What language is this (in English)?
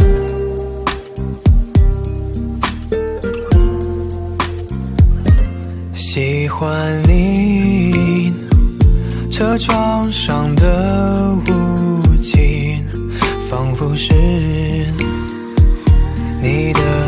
Chinese